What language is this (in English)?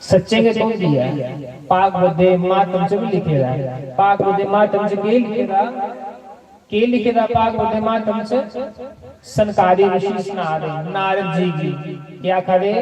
Dogri